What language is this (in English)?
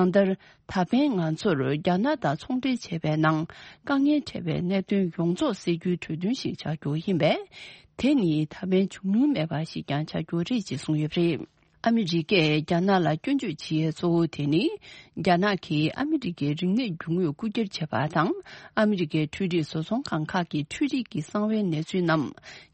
Tibetan